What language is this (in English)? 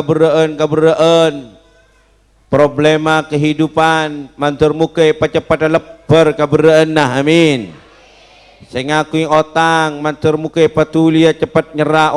Madurese